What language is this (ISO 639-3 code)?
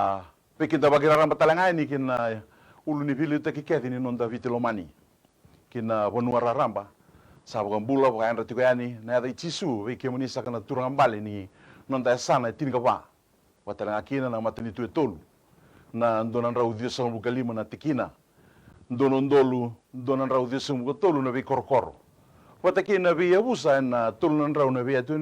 fij